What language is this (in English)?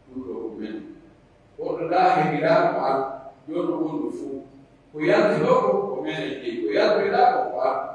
Pular